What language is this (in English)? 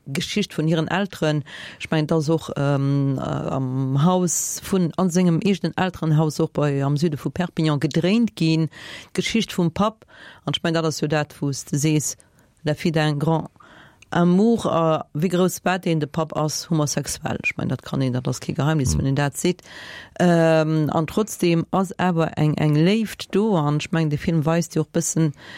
Luxembourgish